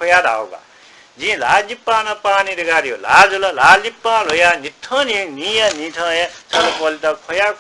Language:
Newari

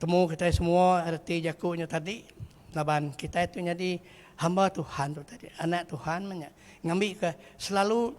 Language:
Iban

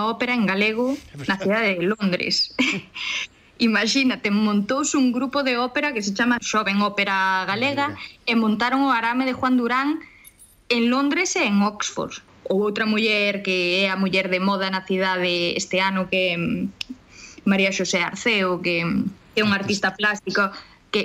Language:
Galician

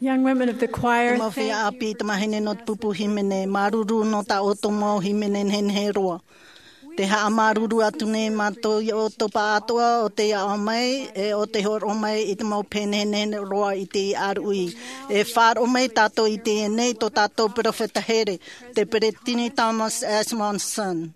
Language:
Tahitian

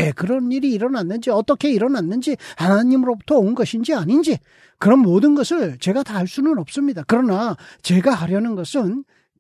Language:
Korean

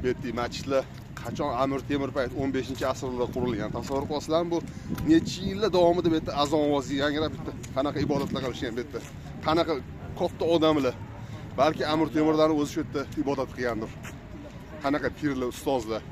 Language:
Uzbek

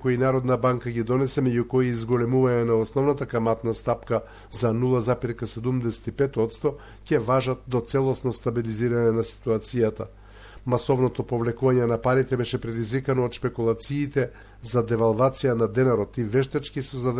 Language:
Macedonian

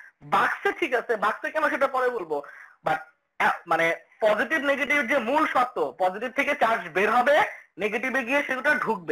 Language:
Bangla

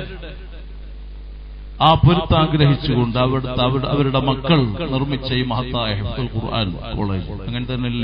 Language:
Malayalam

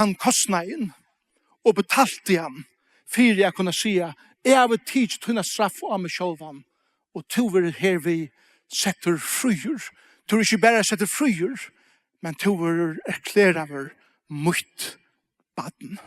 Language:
Faroese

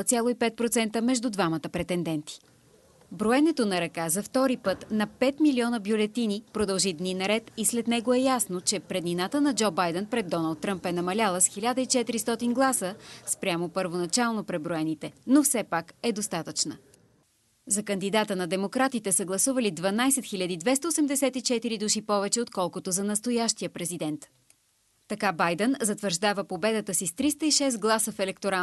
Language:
Bulgarian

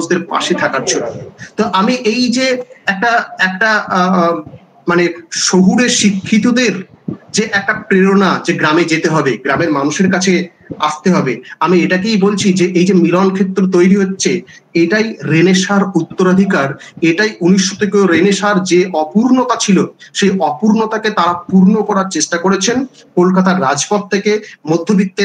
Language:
Bangla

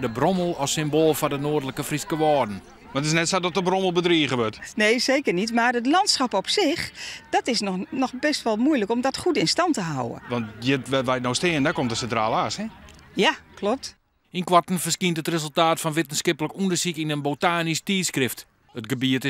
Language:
Western Frisian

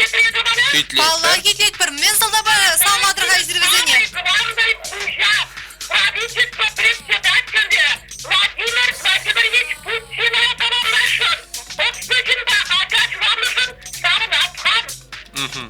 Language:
Chuvash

